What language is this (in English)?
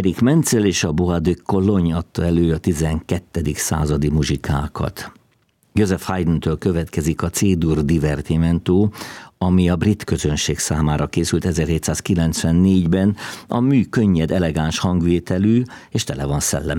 Hungarian